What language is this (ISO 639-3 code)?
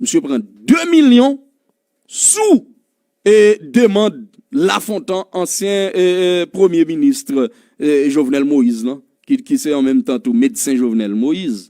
hat